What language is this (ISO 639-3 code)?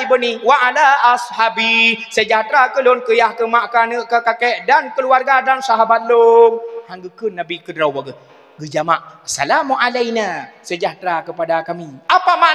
ace